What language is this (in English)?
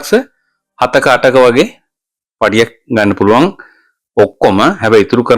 Sinhala